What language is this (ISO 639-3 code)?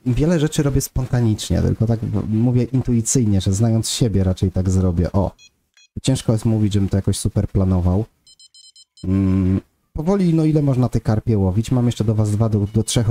pol